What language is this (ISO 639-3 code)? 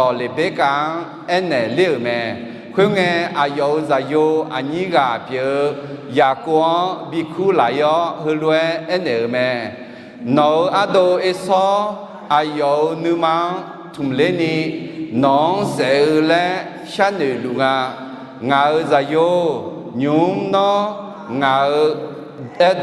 ahk